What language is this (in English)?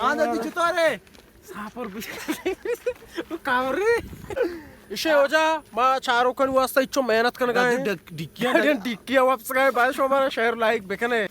Baluchi